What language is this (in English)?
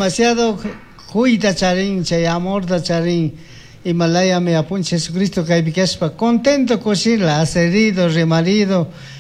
Chimborazo Highland Quichua